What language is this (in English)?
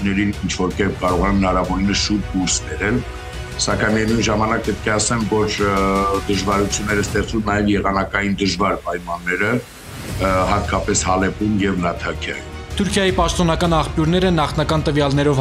Armenian